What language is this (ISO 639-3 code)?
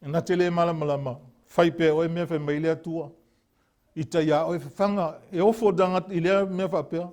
smo